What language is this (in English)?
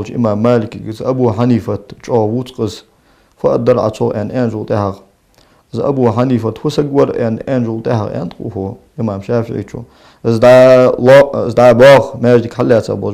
Ingush